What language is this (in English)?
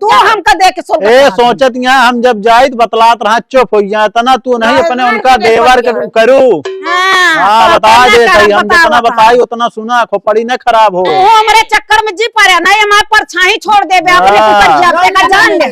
Awadhi